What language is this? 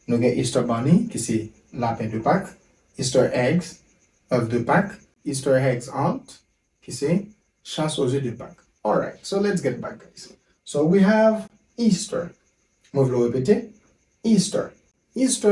Haitian Creole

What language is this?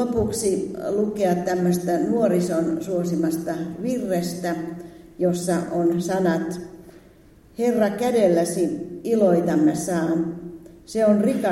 Finnish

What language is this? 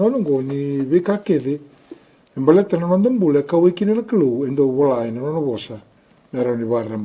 Fijian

